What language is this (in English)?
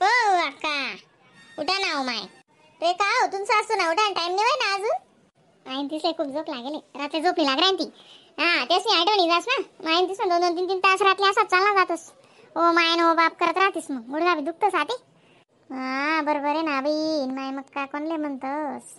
Khandesi